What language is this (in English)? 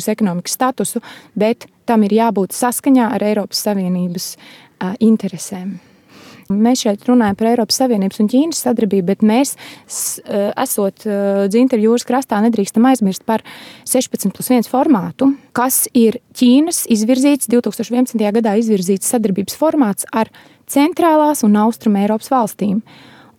Latvian